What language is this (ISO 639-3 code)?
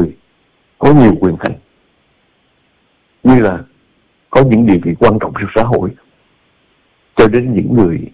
vie